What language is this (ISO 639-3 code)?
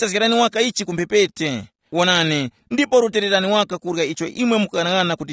tum